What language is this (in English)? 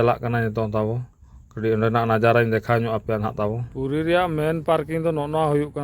Santali